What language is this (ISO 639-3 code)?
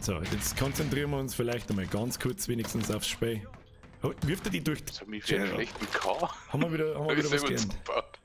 bar